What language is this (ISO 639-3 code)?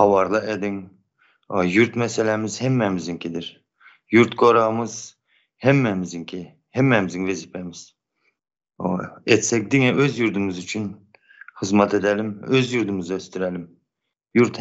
tuk